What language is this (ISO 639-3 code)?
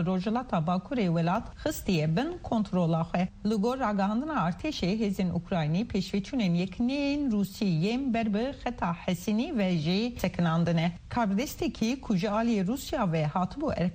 kur